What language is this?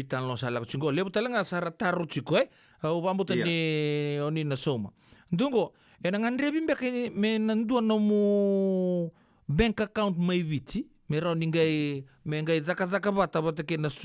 Fijian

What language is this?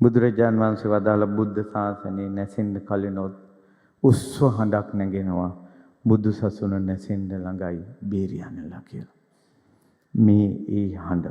Sinhala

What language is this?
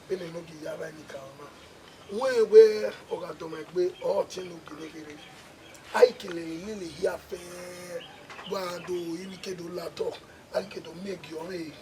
Bini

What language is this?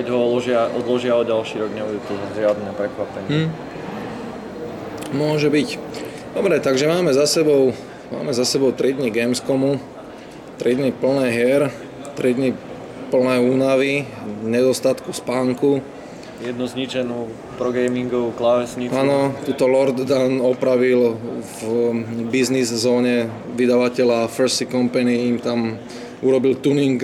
Slovak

